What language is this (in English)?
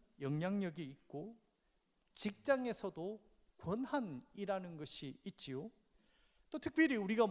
Korean